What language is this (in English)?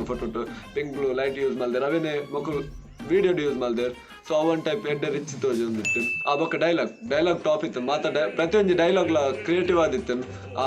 Tulu